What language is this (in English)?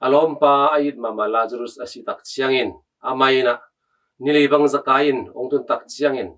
Tedim Chin